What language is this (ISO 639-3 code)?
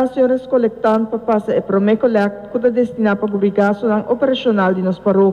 pap